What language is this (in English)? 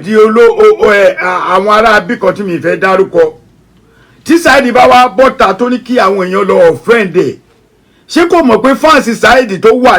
Yoruba